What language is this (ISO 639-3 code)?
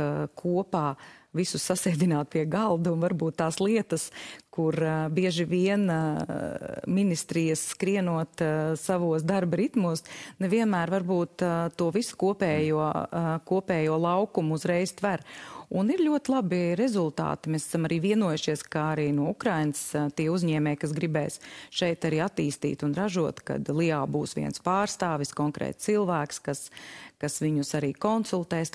lav